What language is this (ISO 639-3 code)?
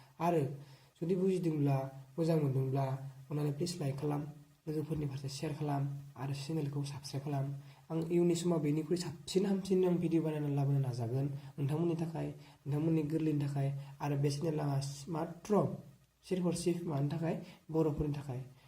brx